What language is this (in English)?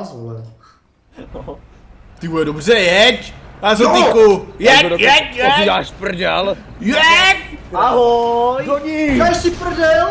Czech